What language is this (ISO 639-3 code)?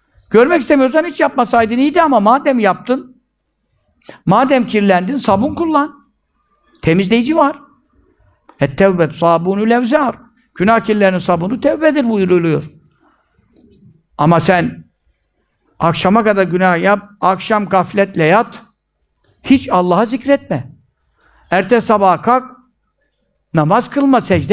tur